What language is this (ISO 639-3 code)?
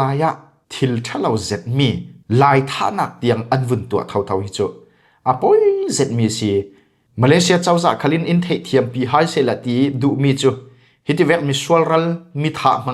cfm